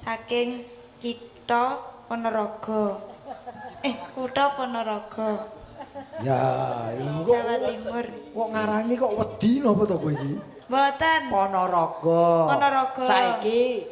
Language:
Javanese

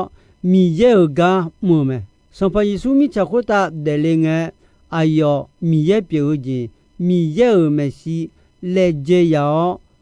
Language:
Akha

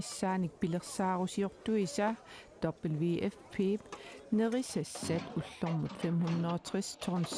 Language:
Kalaallisut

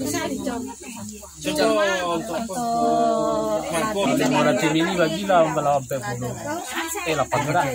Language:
Minangkabau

